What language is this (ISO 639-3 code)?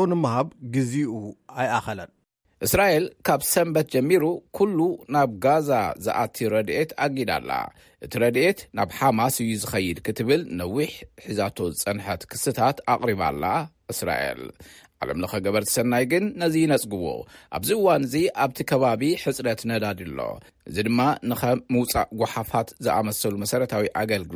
tir